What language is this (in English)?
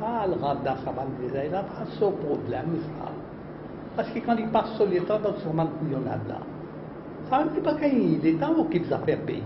Morisyen